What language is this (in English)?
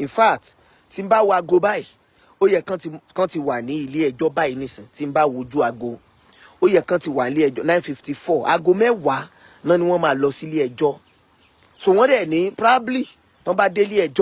Yoruba